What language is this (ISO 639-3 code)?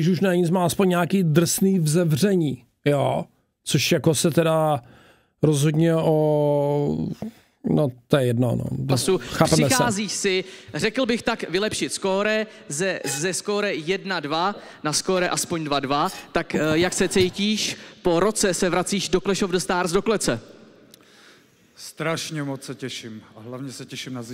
ces